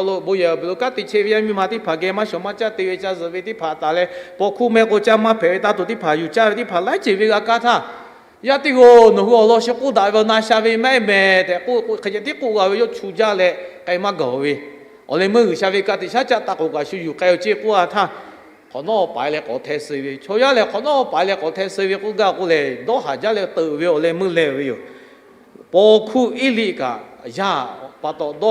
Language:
Lahu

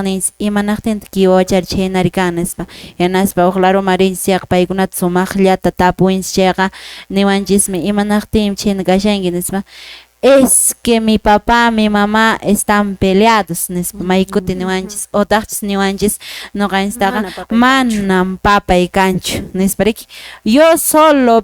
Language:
Quechua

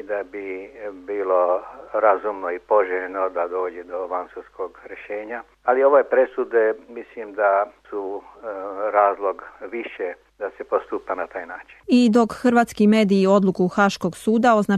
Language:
Serbian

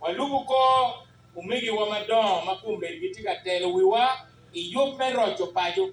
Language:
Acoli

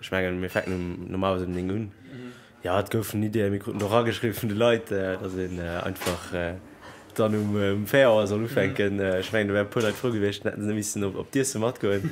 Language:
Luxembourgish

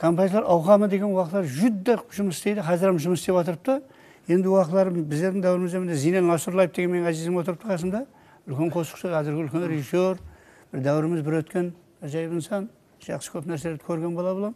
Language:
Kara-Kalpak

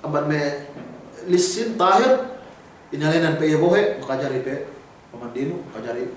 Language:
Yakan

